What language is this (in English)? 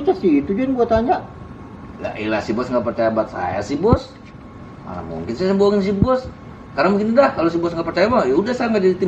Betawi